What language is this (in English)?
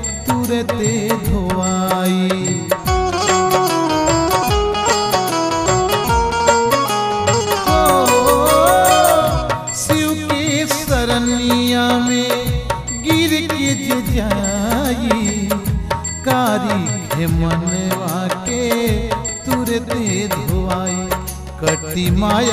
Bhojpuri